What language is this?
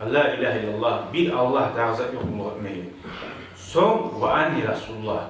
Kumyk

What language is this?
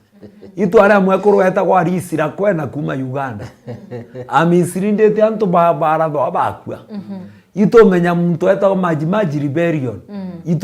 Meru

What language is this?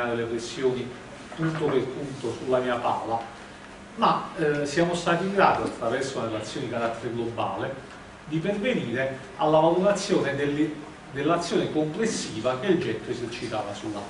Italian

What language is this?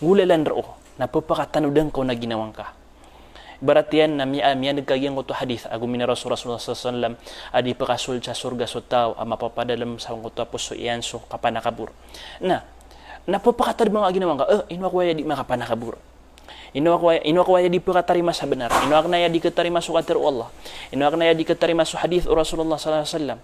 Maranao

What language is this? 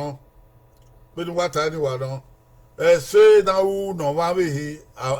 Bini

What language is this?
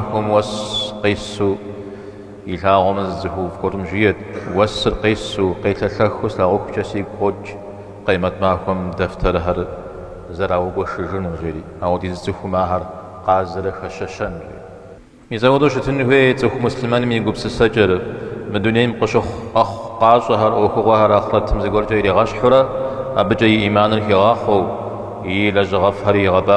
Kabardian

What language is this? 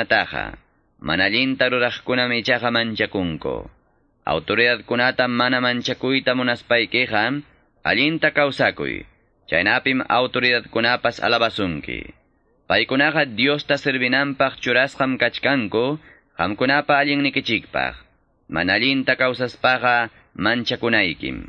Quechua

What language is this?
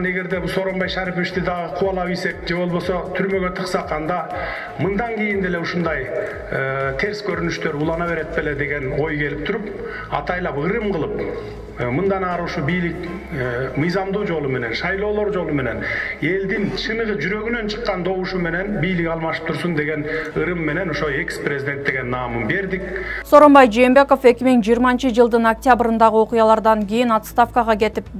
Kyrgyz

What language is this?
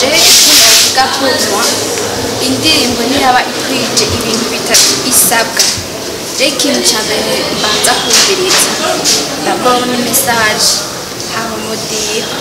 Rundi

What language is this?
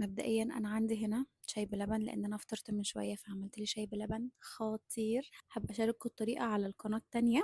Egyptian Arabic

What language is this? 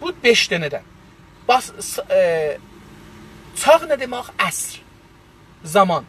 South Azerbaijani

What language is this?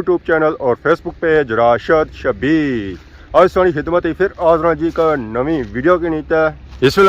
Pahari-Potwari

